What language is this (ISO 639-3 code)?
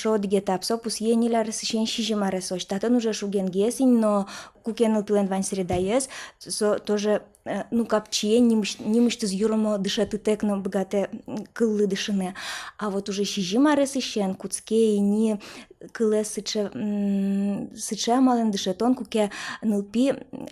udm